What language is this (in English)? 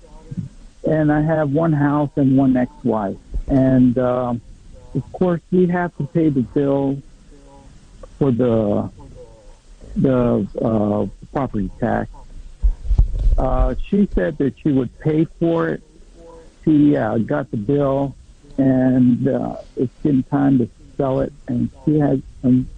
English